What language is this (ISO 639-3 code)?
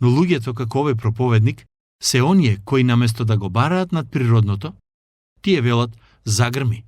mkd